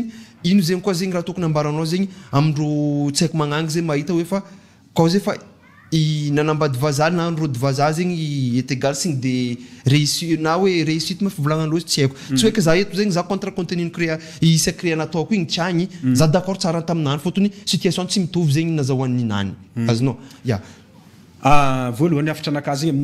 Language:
Malagasy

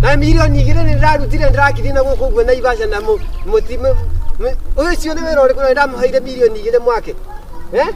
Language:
Kikuyu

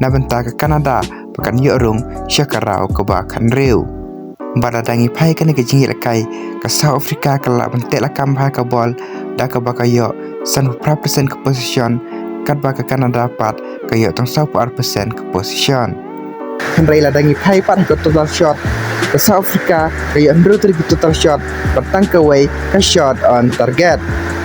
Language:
Khasi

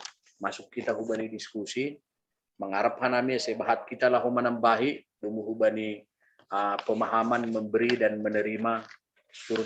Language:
Batak Simalungun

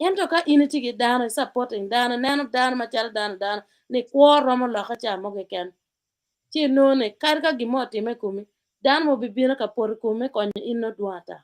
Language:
Acoli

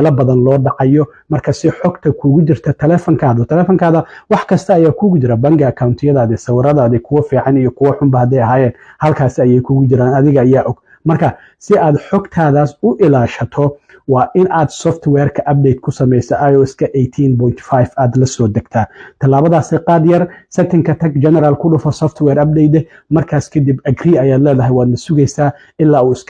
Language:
Somali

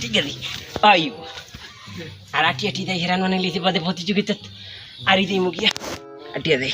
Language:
Sylheti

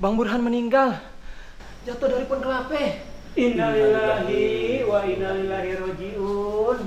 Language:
Betawi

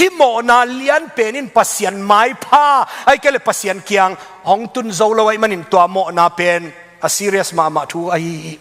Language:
Tedim Chin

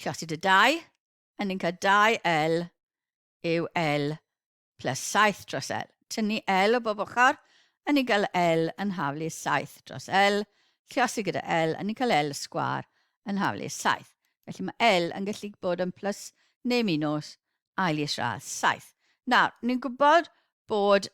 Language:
Welsh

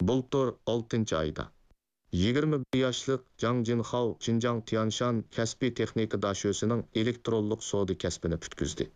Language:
Uyghur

